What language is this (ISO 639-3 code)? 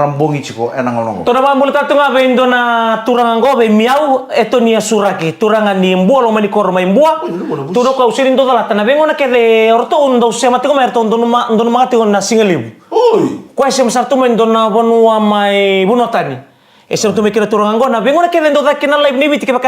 fij